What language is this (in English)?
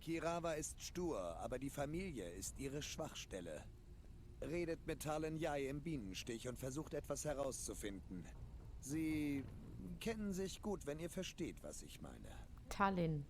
Swiss German